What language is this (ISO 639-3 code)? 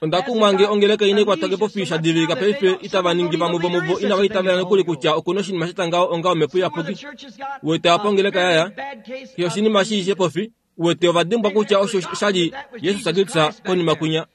kua